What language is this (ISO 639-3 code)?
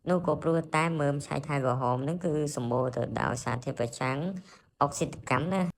khm